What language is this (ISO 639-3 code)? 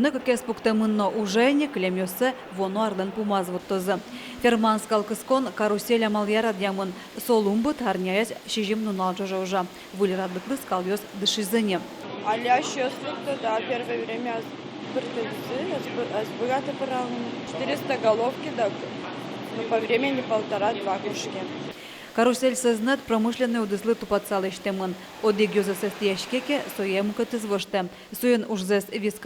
udm